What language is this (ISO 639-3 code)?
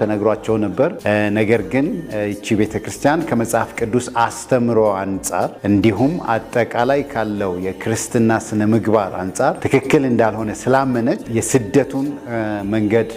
amh